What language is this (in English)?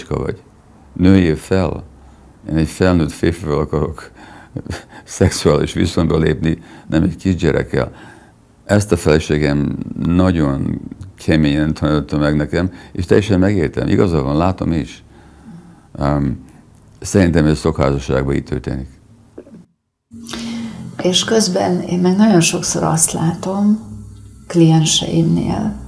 Hungarian